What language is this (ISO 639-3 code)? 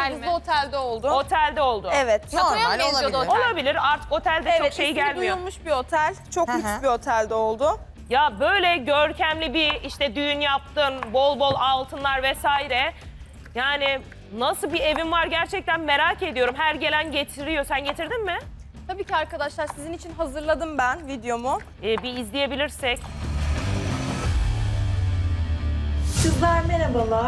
tur